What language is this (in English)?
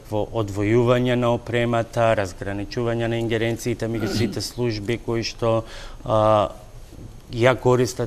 Macedonian